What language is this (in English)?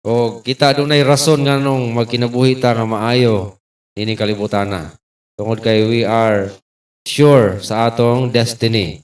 Cebuano